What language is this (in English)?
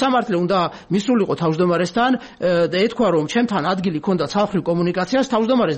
Georgian